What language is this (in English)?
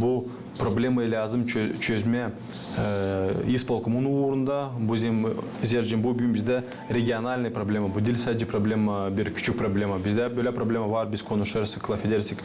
Gagauz